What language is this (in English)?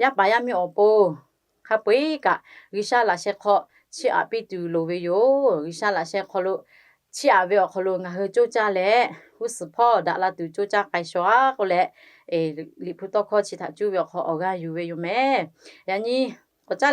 Lahu